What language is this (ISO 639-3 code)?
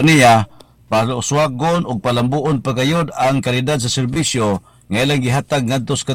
ceb